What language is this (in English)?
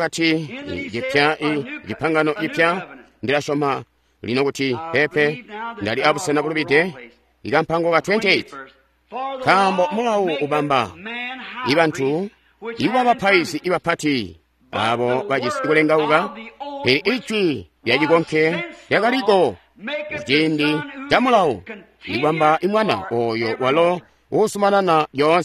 Tonga (Zambia)